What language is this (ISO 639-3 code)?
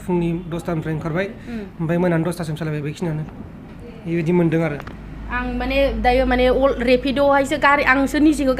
brx